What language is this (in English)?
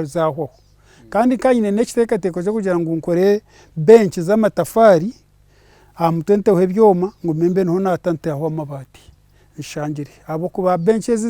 Nyankole